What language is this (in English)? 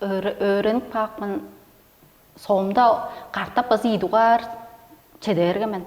Tuvinian